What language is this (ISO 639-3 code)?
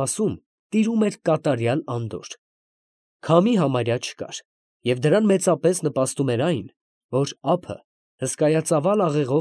hye